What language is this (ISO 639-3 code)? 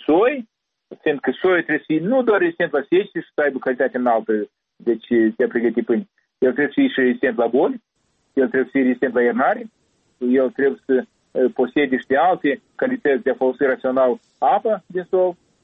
ron